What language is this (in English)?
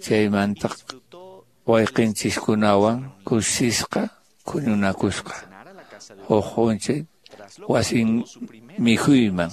Quechua